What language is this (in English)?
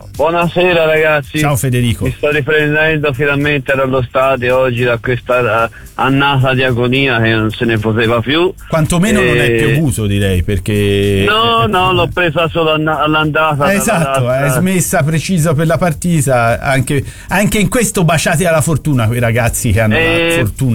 Italian